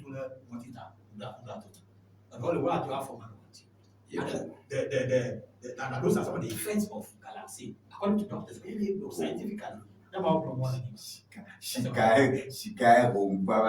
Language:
Ewe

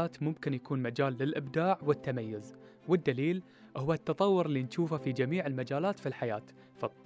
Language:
Gulf Arabic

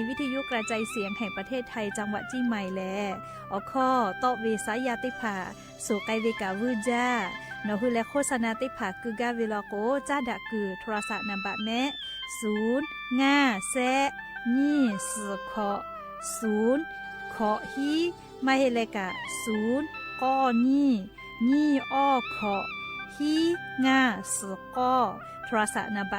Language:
Lahu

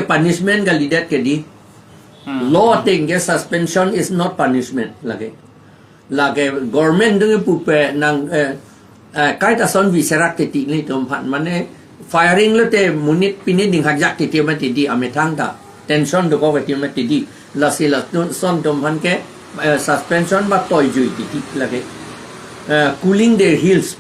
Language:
Karbi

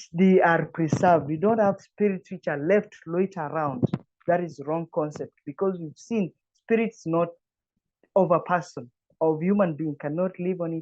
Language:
English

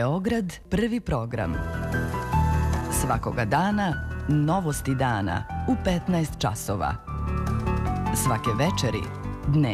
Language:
Serbian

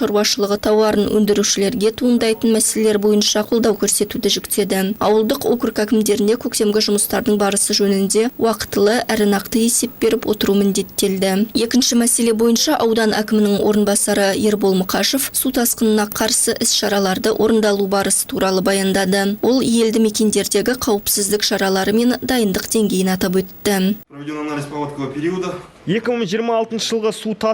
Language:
Kazakh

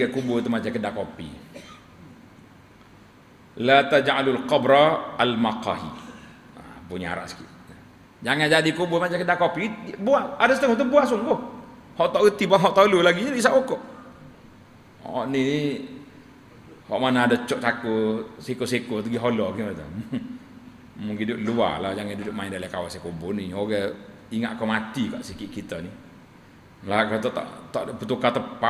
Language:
Malay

